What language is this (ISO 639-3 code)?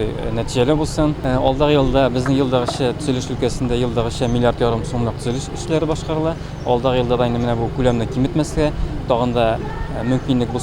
tat